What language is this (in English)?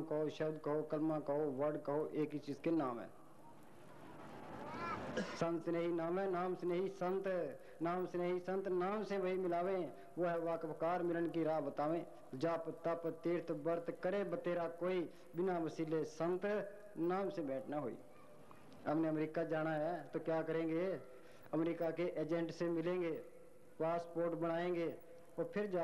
Hindi